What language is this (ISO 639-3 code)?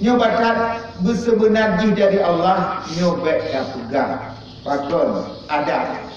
ace